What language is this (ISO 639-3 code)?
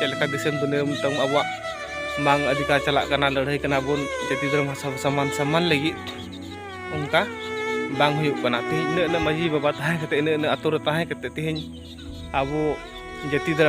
sat